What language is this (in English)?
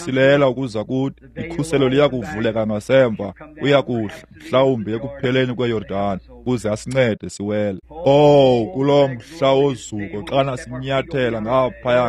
Xhosa